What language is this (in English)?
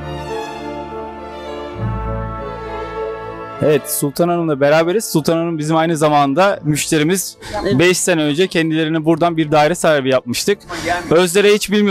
Turkish